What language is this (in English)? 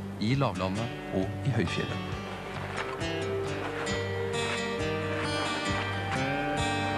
Norwegian